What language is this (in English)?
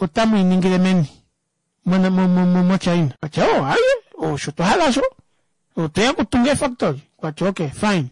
Kuanyama